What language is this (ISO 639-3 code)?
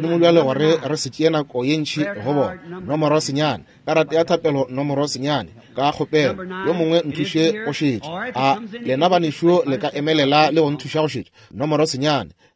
nso